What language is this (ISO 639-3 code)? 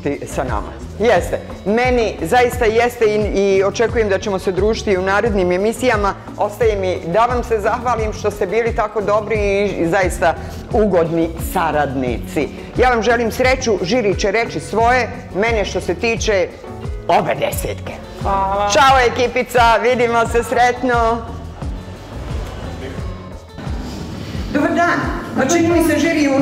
bos